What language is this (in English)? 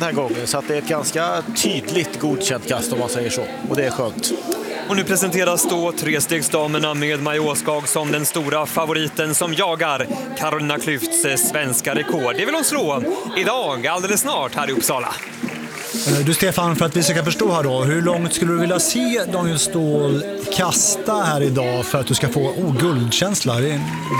Swedish